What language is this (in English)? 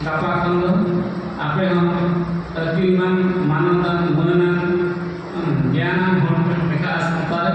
Santali